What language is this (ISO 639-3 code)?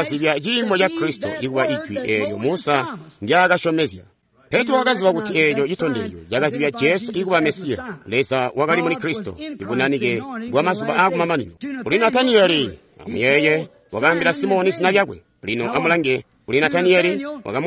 toi